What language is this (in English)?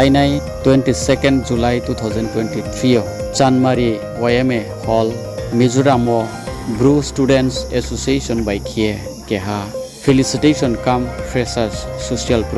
Riang (India)